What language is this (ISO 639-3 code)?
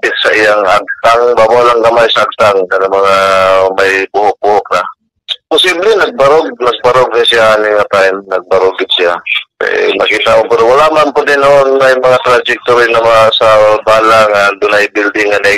ceb